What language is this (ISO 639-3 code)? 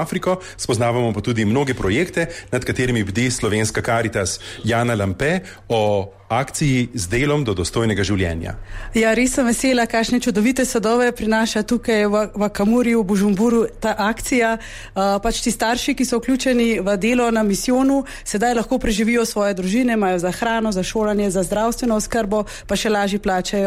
slv